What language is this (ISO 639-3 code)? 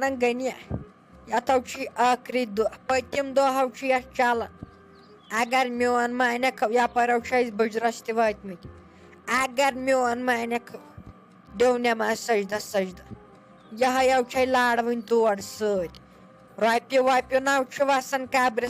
kas